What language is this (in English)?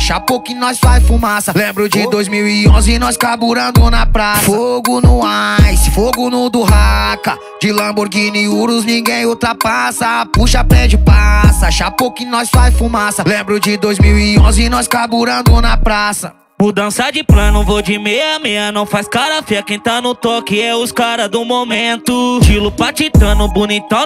Portuguese